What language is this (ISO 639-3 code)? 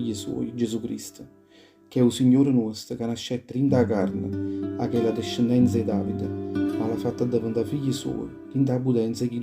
nap